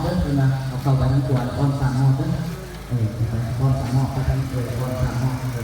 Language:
Lao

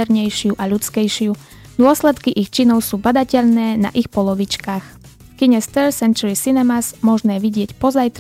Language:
Slovak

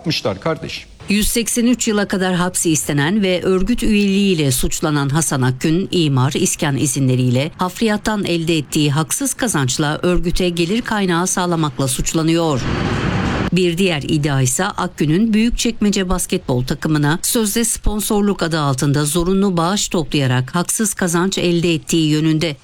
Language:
Turkish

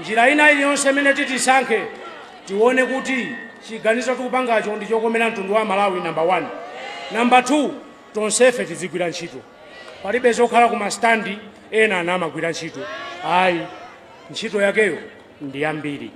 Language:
Nyanja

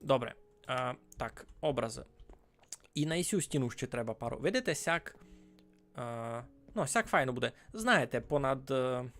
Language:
Rusyn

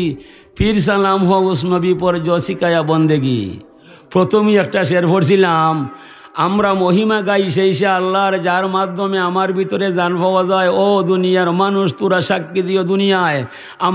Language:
Sylheti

